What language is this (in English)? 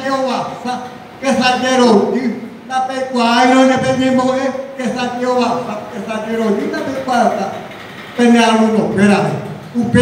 Guarani